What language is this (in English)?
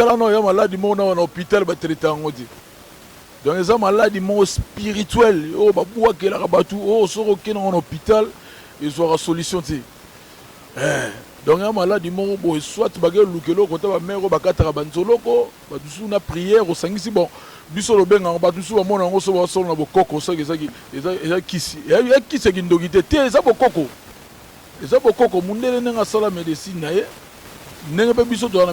Lingala